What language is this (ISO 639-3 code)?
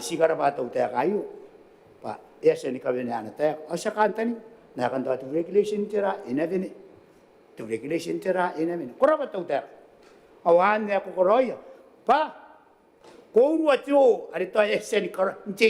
gil